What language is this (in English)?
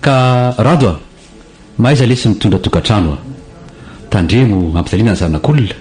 Malagasy